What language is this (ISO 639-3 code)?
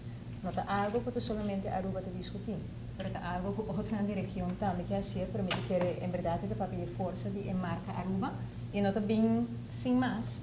pap